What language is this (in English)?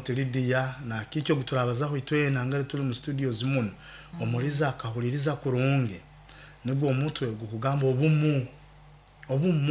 Nyoro